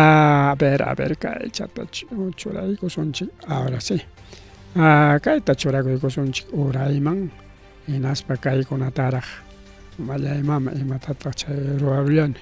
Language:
Ayacucho Quechua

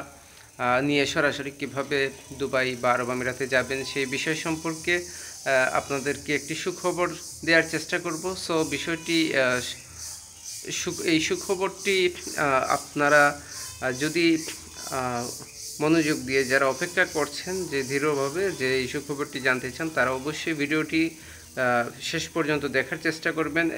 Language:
Bangla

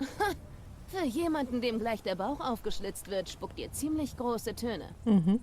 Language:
Swiss German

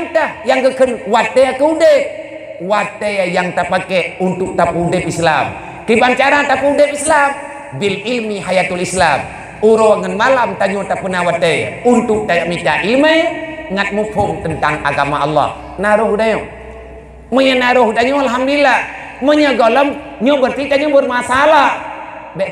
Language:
Achinese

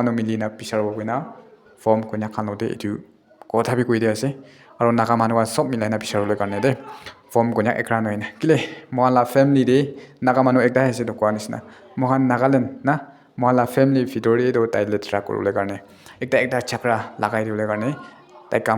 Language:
Naga Pidgin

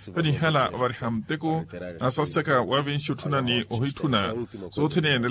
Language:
Makhuwa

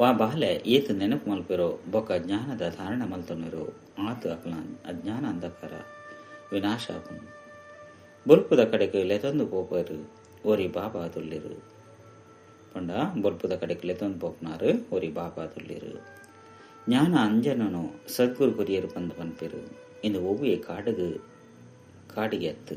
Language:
Tulu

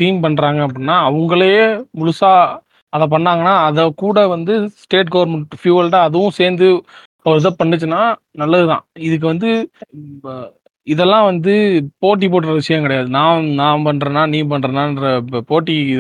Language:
Tamil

